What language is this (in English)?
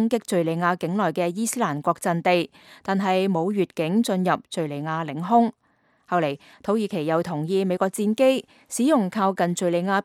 Cantonese